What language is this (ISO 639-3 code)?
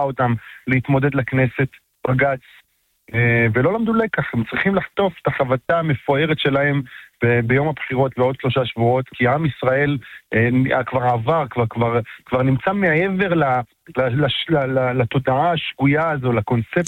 heb